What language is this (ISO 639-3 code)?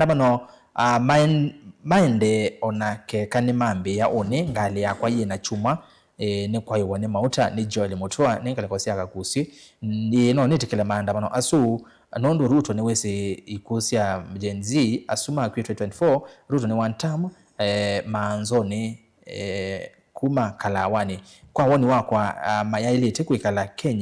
kam